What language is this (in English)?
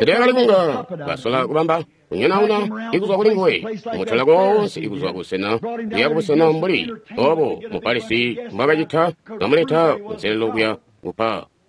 Tonga (Zambia)